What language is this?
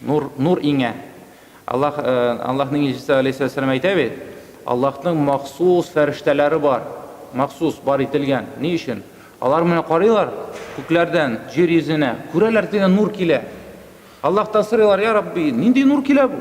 Tatar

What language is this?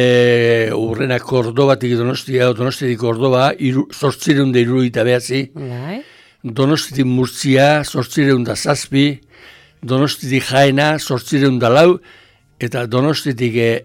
Basque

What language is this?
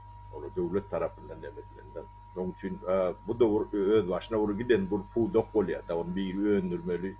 Turkmen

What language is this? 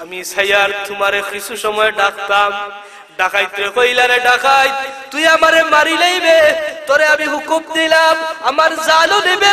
Sylheti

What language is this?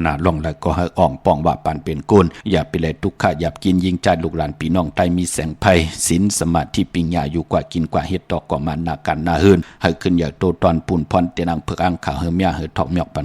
Shan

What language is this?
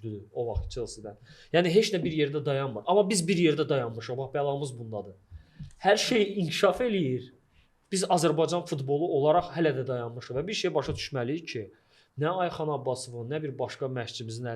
Azerbaijani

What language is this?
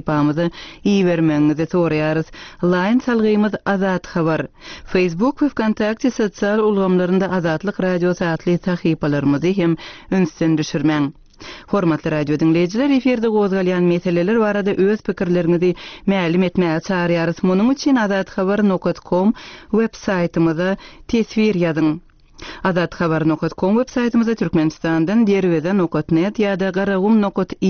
Turkmen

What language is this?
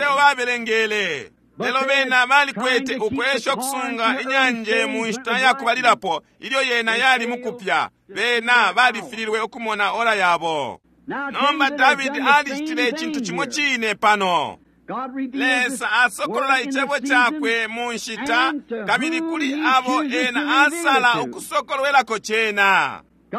Bemba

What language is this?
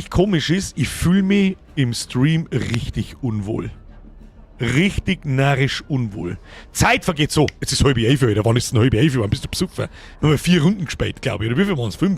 Bavarian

